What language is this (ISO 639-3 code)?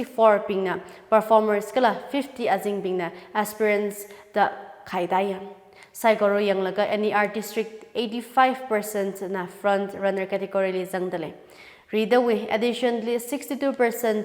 nmf